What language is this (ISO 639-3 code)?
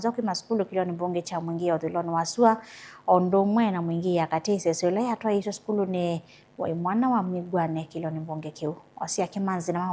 kam